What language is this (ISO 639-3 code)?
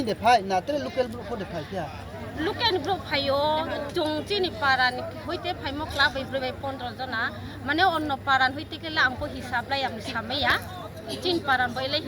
ria